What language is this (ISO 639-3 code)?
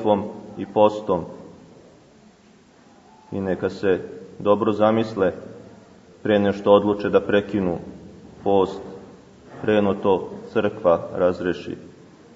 srp